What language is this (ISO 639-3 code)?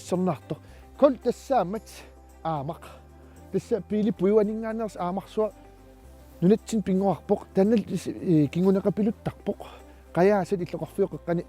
kal